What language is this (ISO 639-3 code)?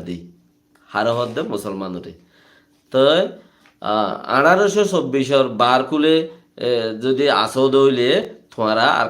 rhg